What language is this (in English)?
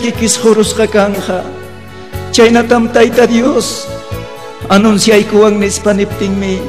Ayacucho Quechua